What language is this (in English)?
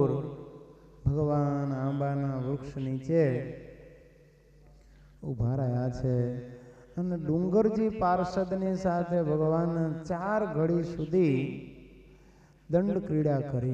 Gujarati